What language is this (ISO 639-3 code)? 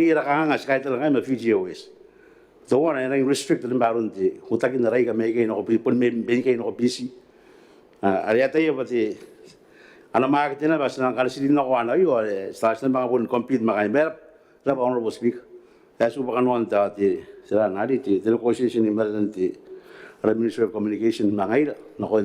gil